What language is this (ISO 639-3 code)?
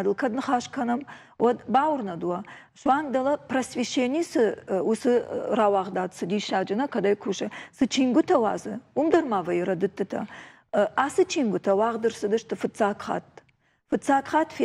oss